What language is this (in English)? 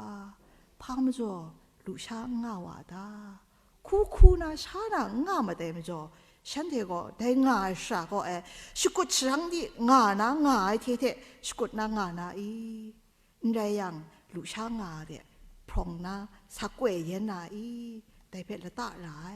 Kachin